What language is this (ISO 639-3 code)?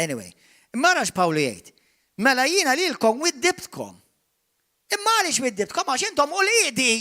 mlt